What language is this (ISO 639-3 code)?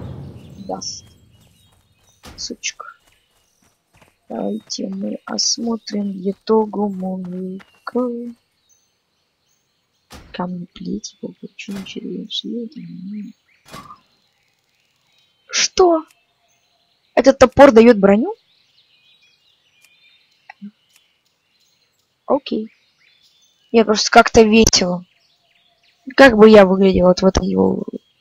rus